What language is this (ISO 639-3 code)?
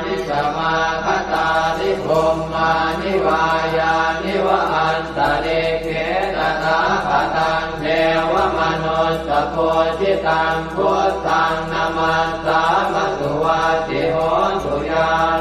pli